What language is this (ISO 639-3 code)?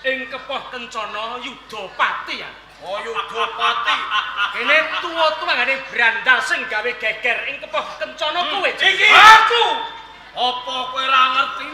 jav